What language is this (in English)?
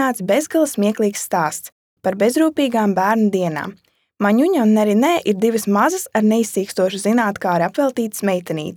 Latvian